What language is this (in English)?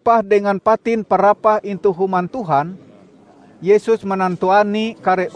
Ngaju